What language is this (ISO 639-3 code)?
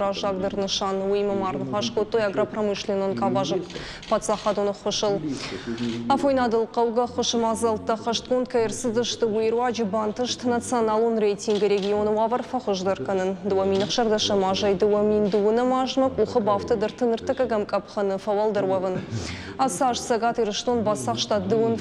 oss